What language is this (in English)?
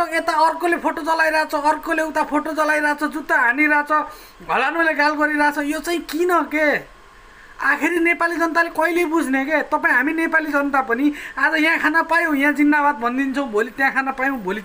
Nepali